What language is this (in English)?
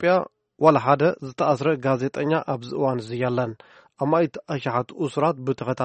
Tigrinya